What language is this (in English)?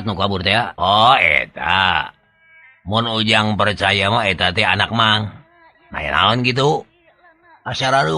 Sundanese